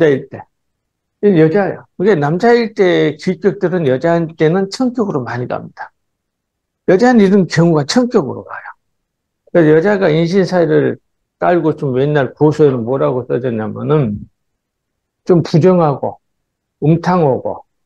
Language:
Korean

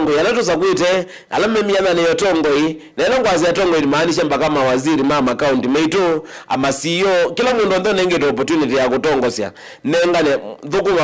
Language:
Kamba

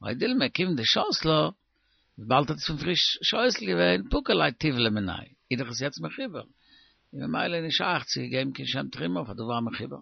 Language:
Yiddish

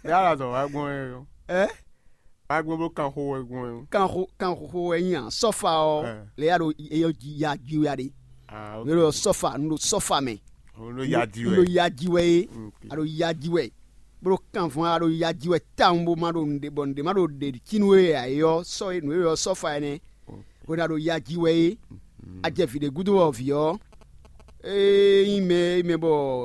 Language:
Fon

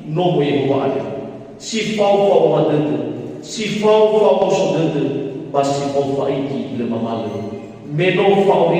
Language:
Nias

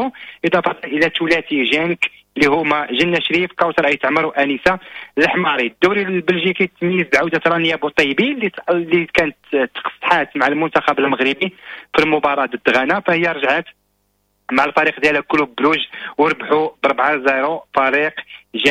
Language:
Moroccan Arabic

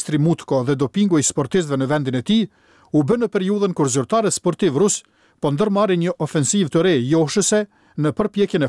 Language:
Albanian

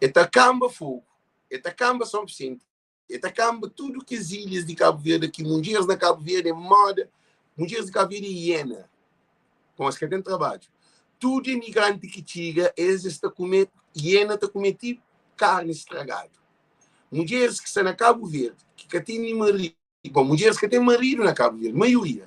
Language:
Kabuverdianu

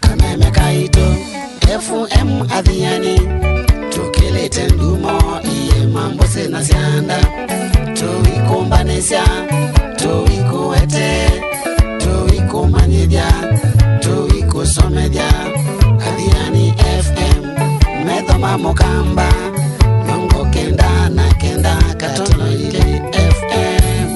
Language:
Kamba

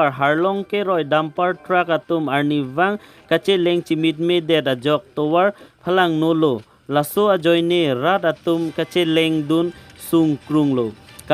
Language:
Karbi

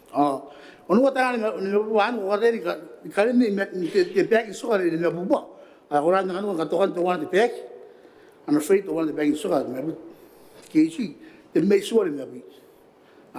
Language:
Gilbertese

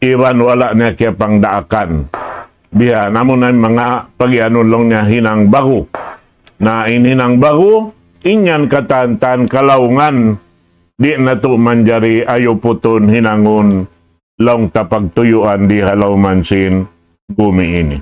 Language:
Tausug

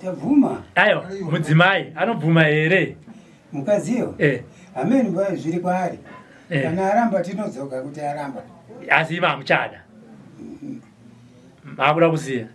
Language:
Shona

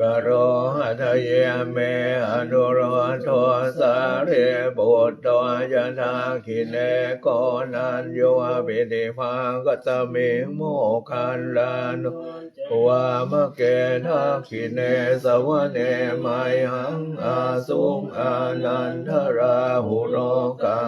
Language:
Pali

